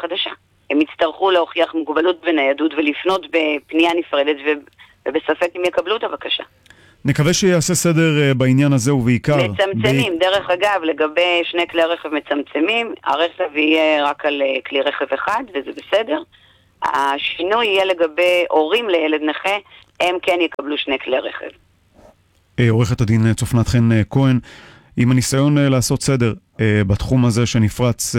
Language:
Hebrew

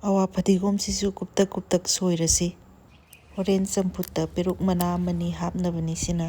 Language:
Manipuri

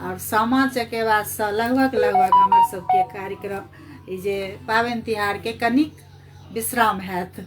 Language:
Maithili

